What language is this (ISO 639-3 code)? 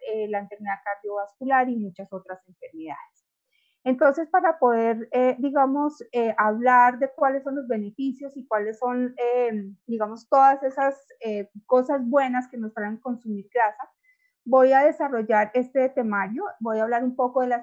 spa